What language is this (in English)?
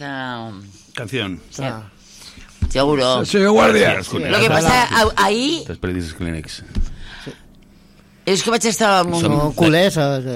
Catalan